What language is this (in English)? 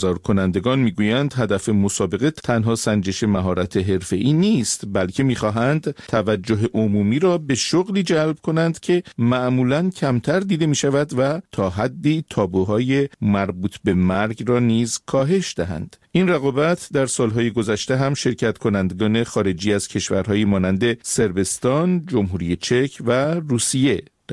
Persian